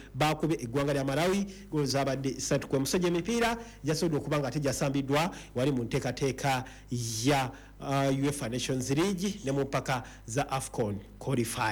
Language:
Ganda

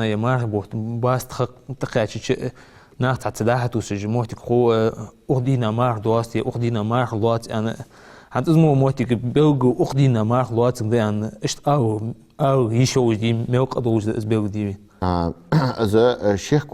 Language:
Ingush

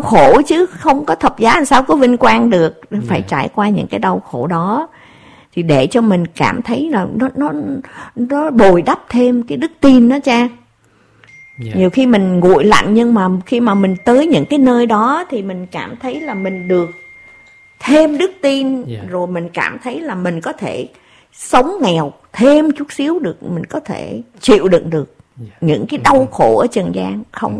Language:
Vietnamese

